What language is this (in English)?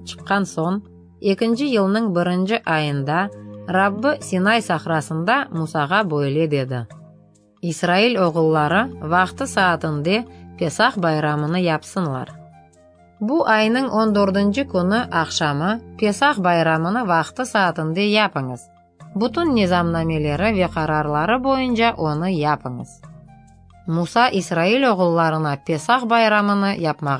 Crimean Tatar